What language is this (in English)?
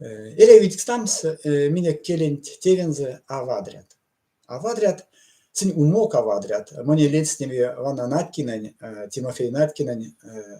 Erzya